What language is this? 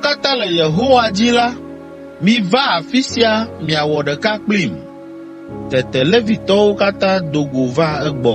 Ewe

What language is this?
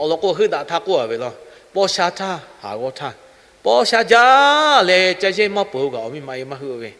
Lahu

